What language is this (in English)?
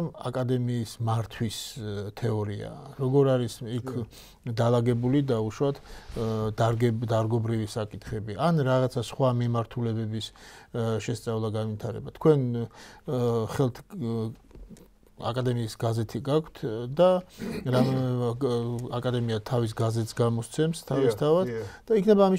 Georgian